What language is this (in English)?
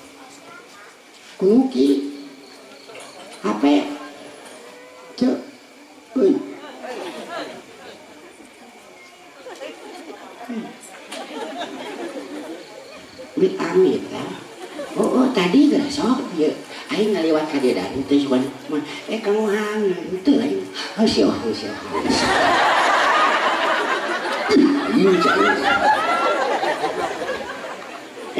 Sundanese